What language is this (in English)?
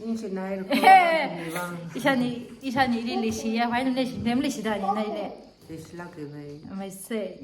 Tangkhul Naga (India)